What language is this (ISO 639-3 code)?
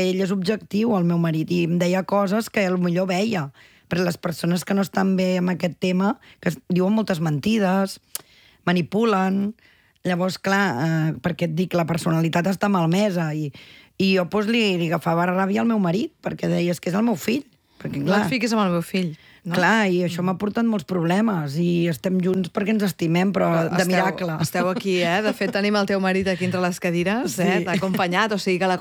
cat